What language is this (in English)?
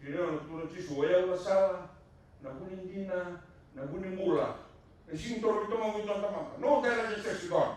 Fijian